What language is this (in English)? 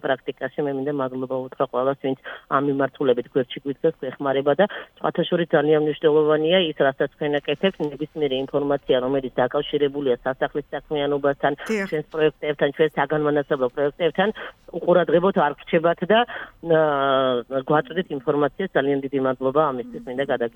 Georgian